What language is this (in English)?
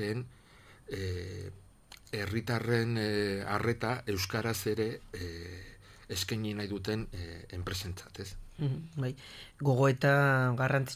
Basque